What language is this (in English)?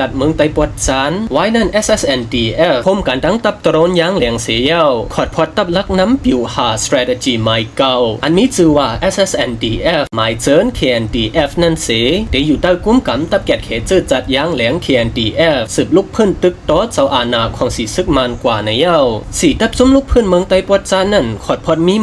Shan